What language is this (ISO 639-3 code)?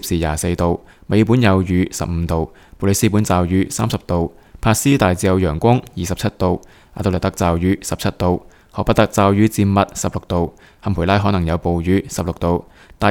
yue